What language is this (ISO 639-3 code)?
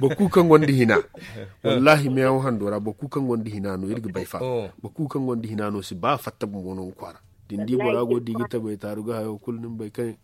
dje